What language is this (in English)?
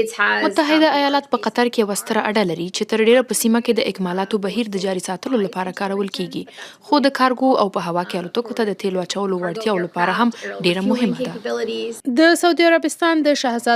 Pashto